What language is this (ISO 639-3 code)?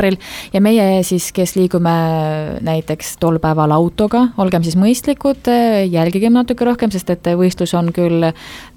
est